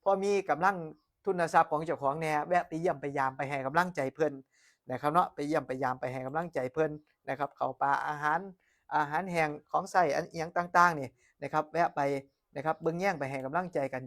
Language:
Northeastern Thai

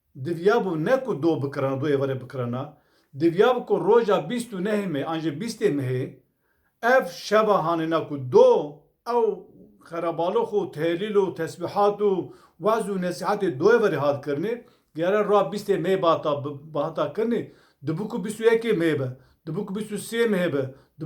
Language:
Kurdish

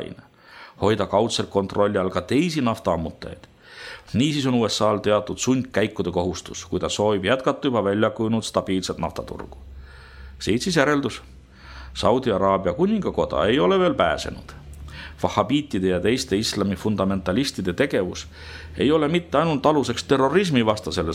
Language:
Estonian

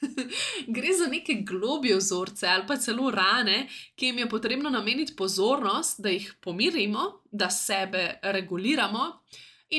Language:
Slovenian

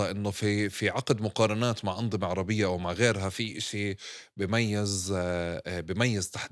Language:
North Levantine Arabic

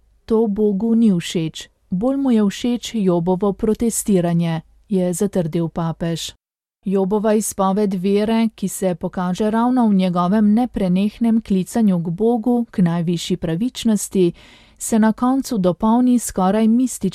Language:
Slovenian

